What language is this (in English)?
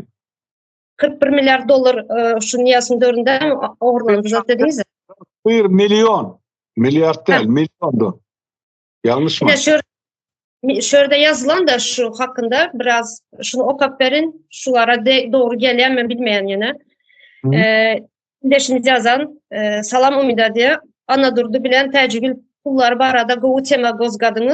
Turkmen